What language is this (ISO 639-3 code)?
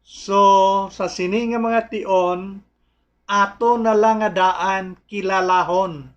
hil